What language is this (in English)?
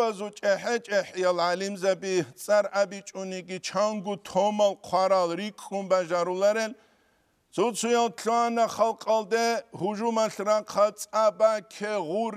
Avaric